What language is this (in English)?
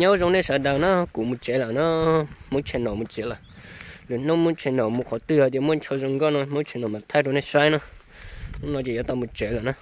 Hmong